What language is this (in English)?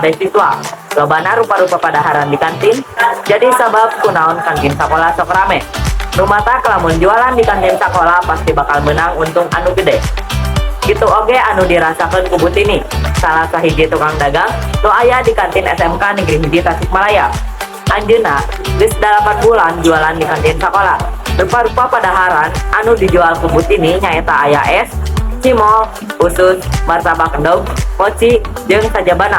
Sundanese